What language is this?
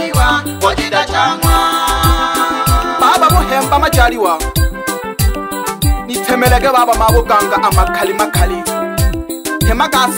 Swahili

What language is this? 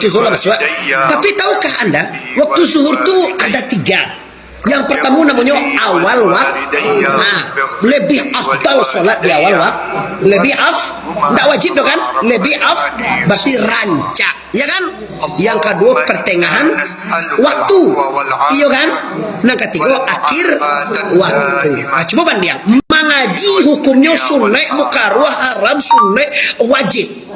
Minangkabau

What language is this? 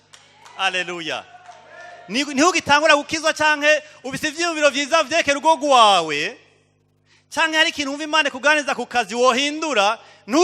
Rundi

